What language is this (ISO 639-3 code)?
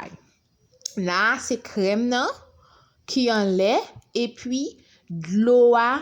hat